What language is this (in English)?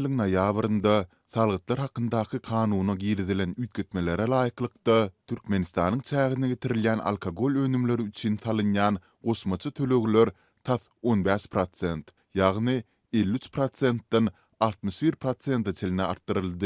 Turkmen